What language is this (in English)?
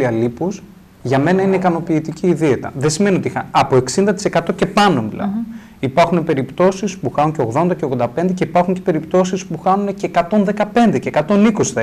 Greek